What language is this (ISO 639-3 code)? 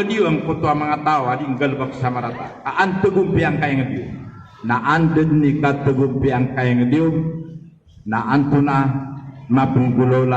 mrw